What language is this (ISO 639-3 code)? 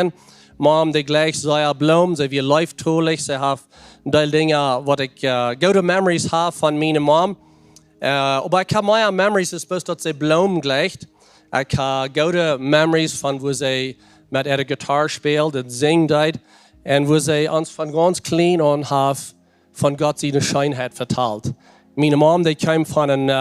pdt